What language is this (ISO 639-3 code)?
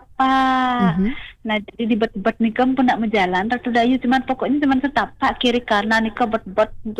ban